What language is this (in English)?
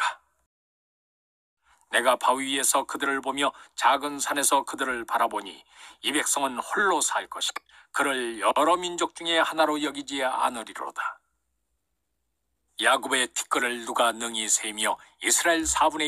Korean